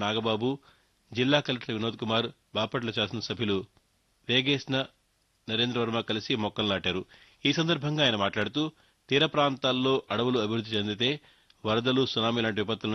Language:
Telugu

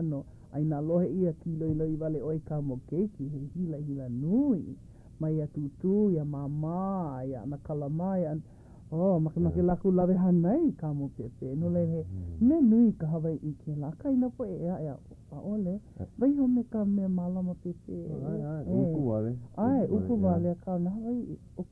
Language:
Hawaiian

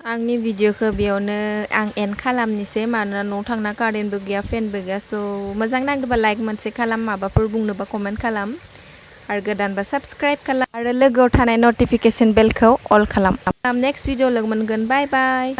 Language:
Bodo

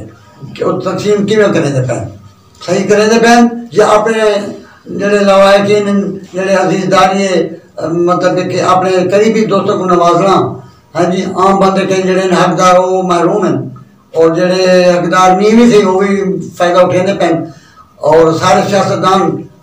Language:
Saraiki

